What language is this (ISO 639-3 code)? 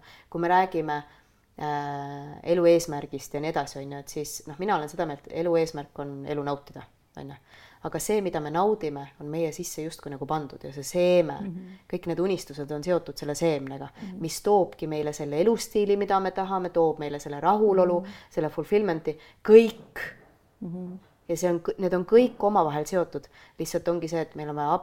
est